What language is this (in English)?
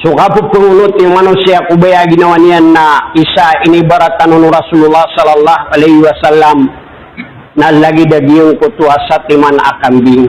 Maranao